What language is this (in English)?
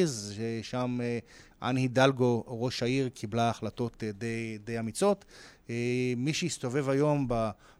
Hebrew